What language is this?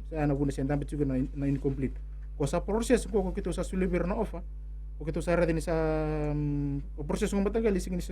Fijian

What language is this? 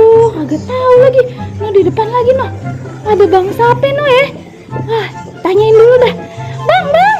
Betawi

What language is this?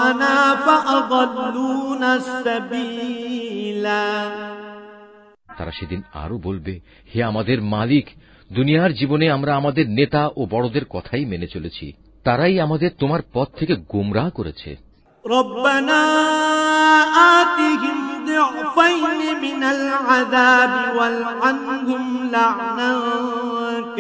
Bangla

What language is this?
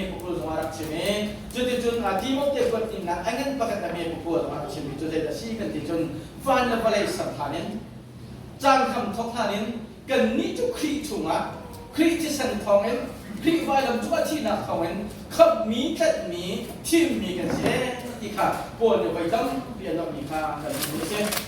Hakha Chin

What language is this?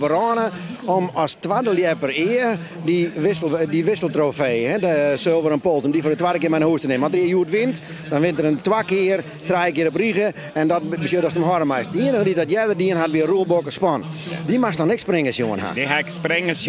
Western Frisian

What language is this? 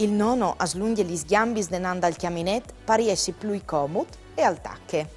Friulian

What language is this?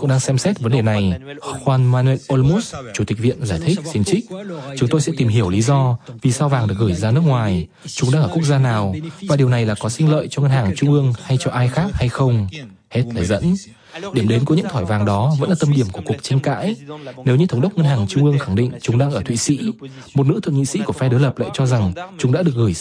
Vietnamese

